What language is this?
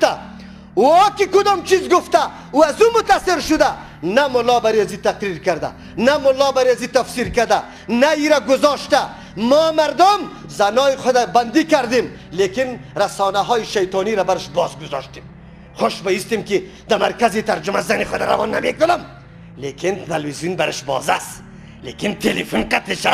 Persian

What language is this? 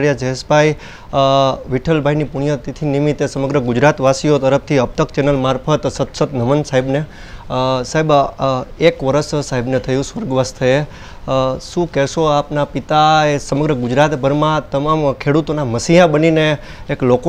Gujarati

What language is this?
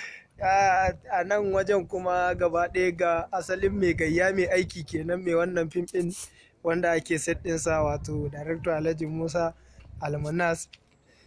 Hausa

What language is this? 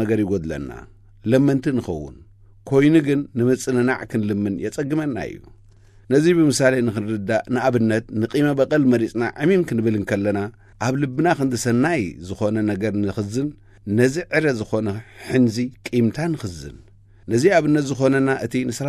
Tigrinya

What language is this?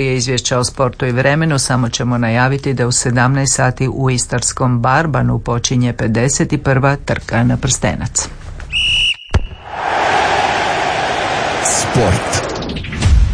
Croatian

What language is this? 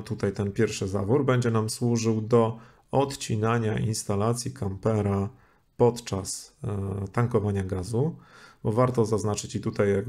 Polish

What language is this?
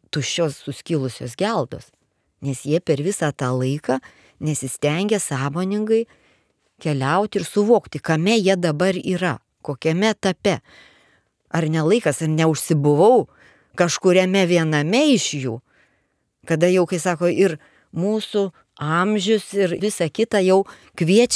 Lithuanian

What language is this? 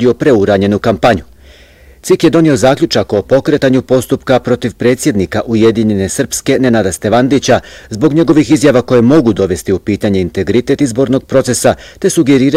Bosnian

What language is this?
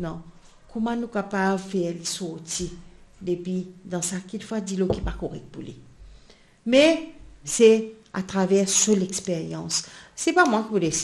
Morisyen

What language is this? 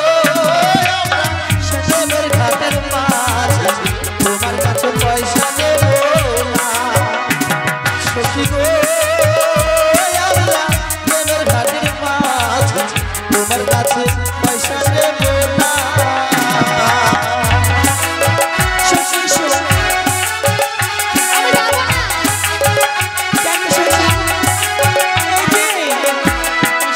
Bangla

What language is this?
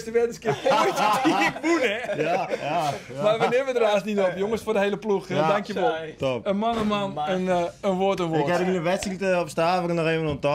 Western Frisian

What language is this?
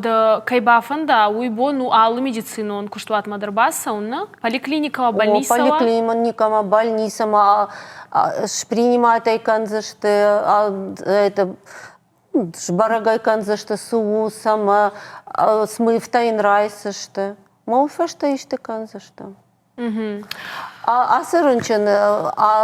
Ossetic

